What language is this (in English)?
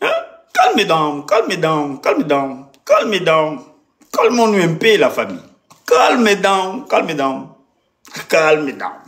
Lingala